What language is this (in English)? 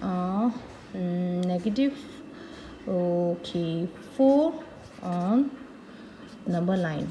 Tibetan